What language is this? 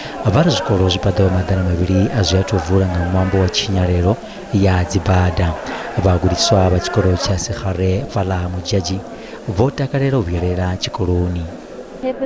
Venda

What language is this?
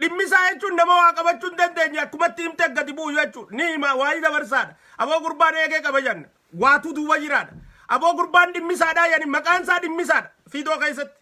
Oromo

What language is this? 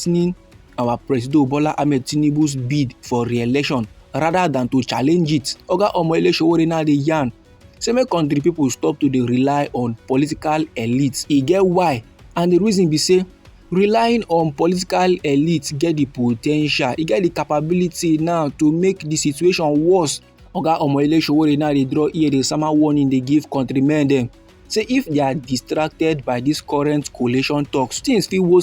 Nigerian Pidgin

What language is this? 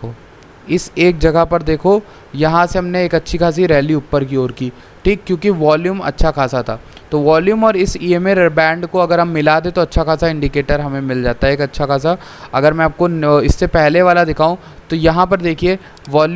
Hindi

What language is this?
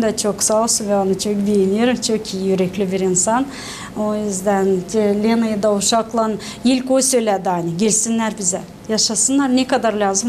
Gagauz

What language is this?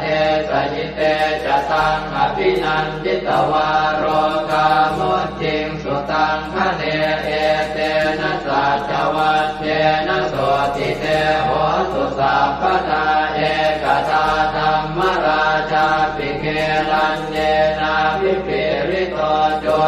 Pali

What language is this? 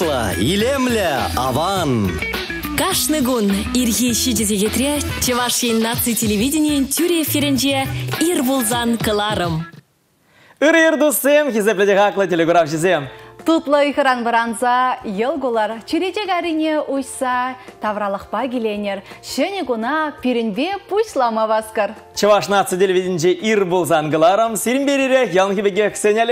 Chuvash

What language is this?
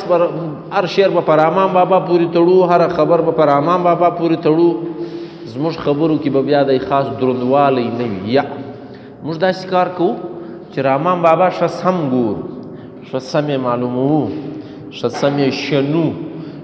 Pashto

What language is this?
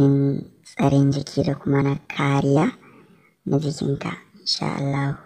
Hausa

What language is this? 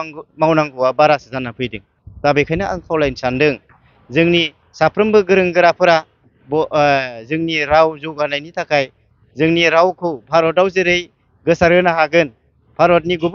Bodo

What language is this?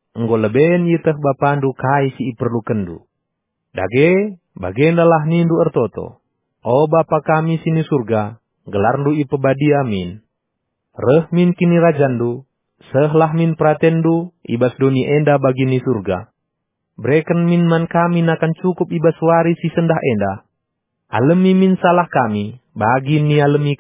Batak Karo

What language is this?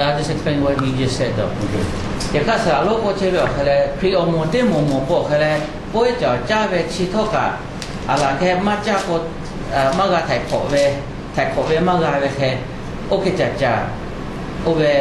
Lahu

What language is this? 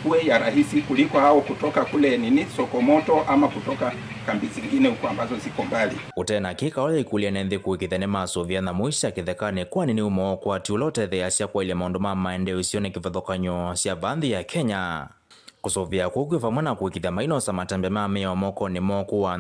Kamba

